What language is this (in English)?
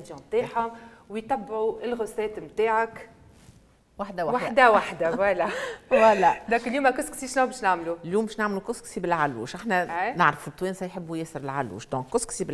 Tunisian Arabic